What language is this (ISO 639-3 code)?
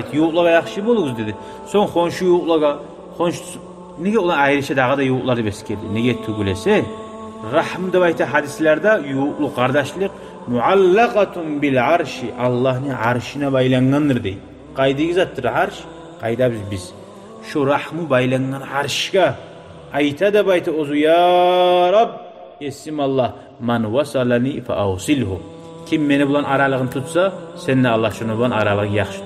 kum